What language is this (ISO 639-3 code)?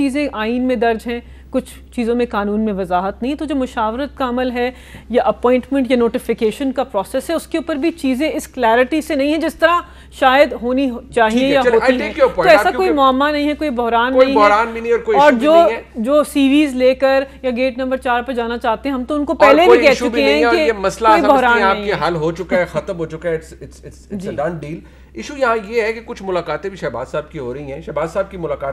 urd